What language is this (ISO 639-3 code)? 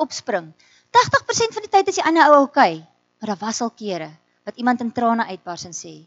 afr